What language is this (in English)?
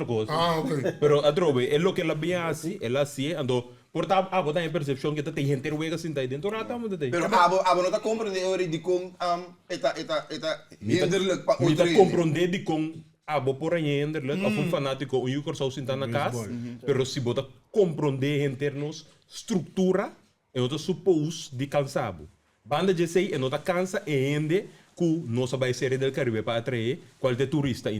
Papiamento